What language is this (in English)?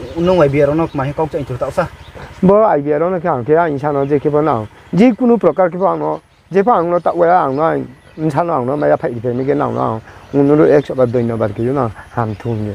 Riang (India)